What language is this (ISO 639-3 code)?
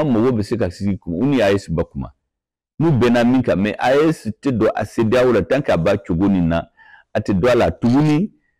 bam